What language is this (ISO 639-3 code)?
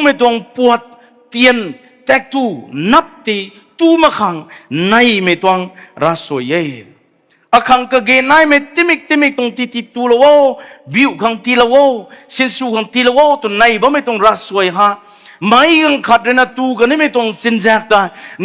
nbu